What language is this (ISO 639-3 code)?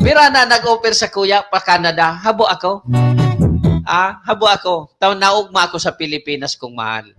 bik